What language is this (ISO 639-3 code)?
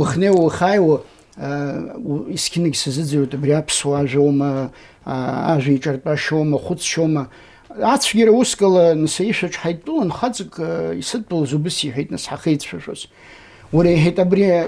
abk